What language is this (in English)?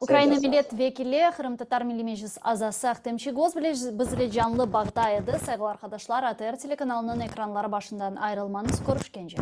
Crimean Tatar